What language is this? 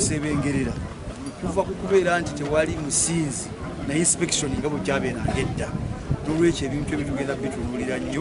Ganda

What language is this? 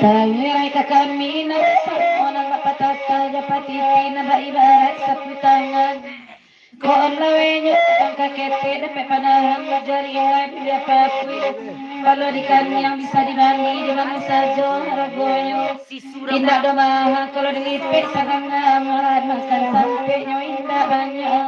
Minangkabau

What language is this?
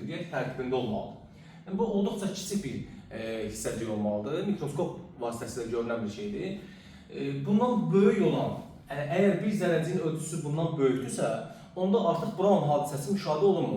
Azerbaijani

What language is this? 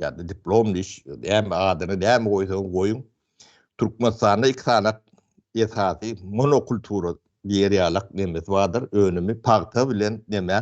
Turkmen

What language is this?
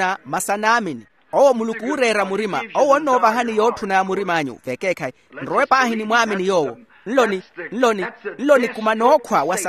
Makhuwa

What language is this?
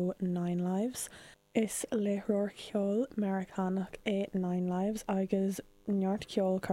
Irish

